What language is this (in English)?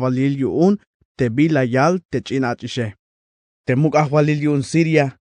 Tzeltal